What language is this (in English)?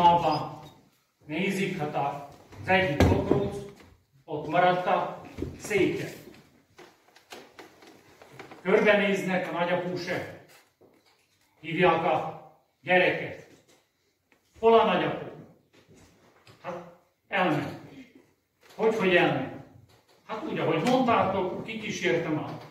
Hungarian